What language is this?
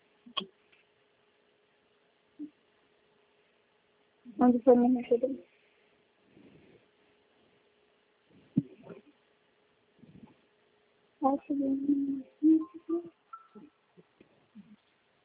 Portuguese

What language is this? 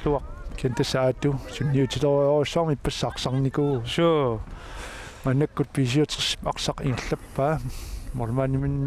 Kalaallisut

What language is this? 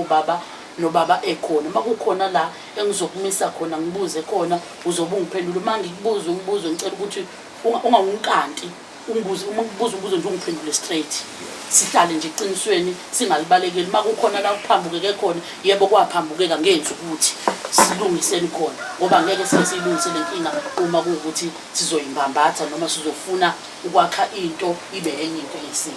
Zulu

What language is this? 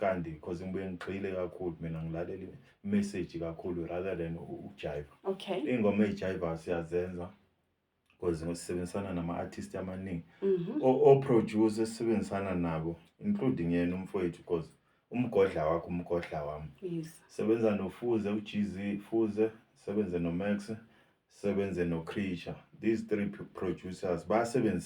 Zulu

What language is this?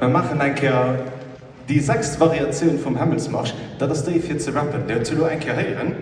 Luxembourgish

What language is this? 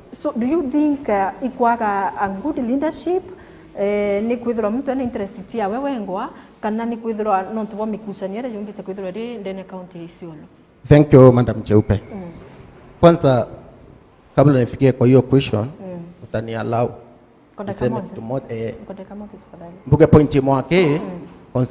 Meru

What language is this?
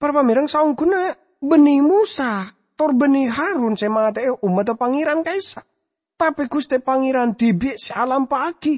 Madurese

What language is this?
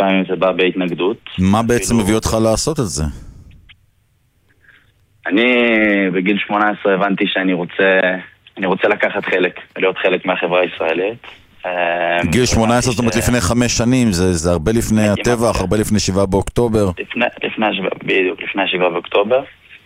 Hebrew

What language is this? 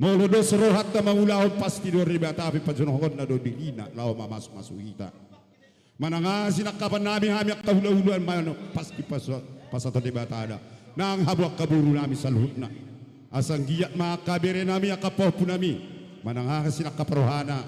Batak Toba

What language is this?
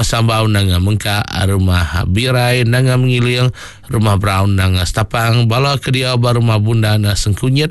Iban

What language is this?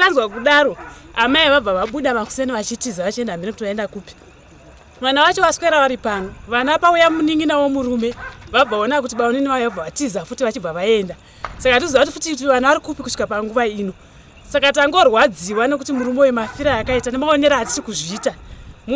Shona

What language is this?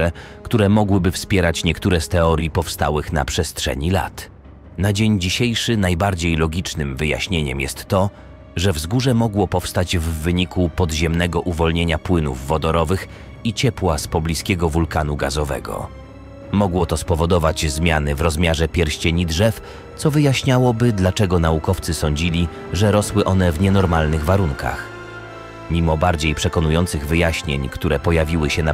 Polish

